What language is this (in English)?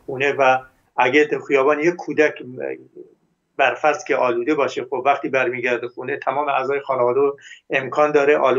Persian